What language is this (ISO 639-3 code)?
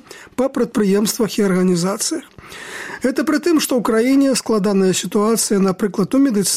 bel